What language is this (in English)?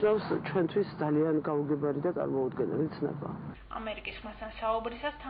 Georgian